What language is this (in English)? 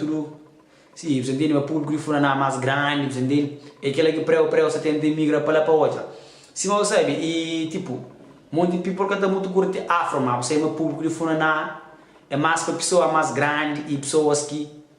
Kabuverdianu